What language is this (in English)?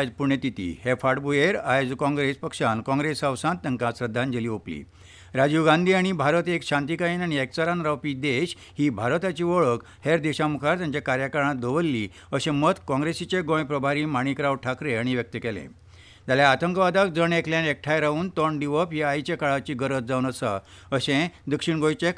Konkani